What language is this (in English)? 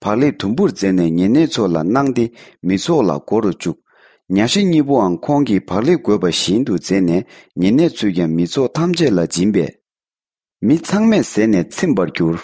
Tibetan